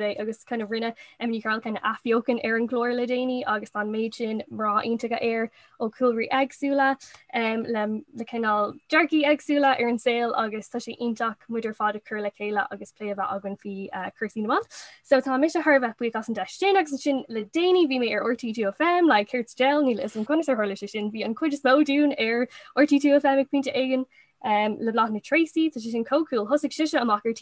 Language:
Irish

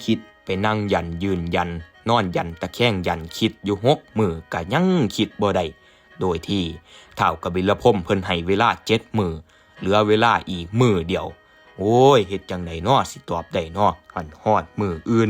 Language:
Northeastern Thai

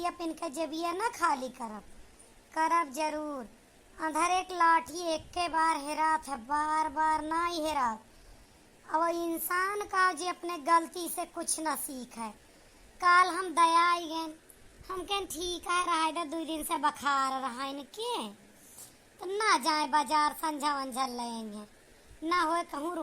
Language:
Awadhi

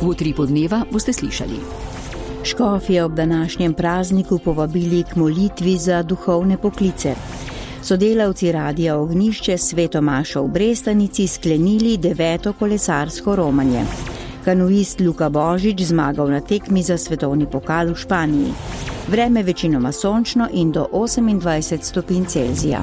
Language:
Slovenian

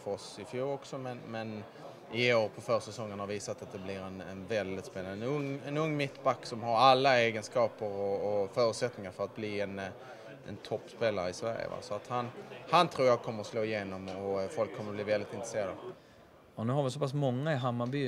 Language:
Swedish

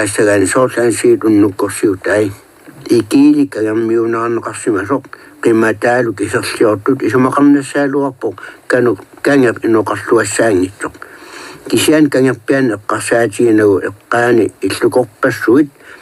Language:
Kalaallisut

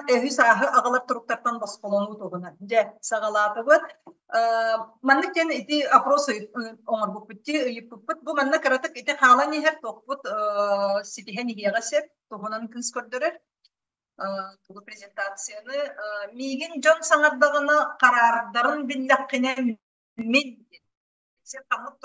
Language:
Yakut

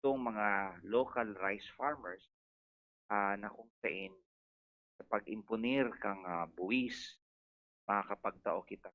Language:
Bikol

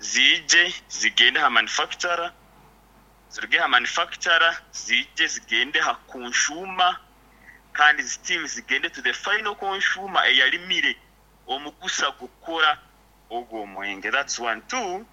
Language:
Nyoro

